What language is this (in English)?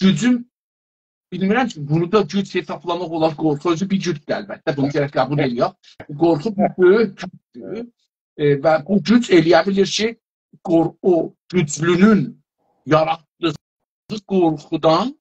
South Azerbaijani